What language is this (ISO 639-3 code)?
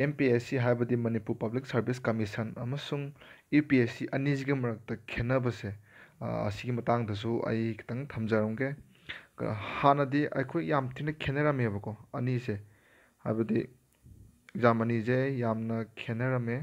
mni